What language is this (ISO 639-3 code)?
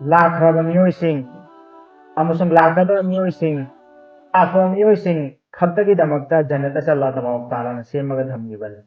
mni